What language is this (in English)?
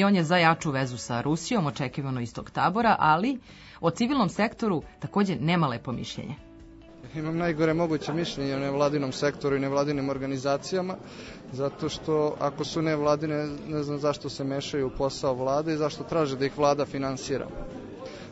Serbian